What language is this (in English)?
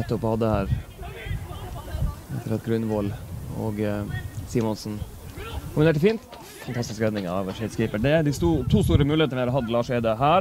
Norwegian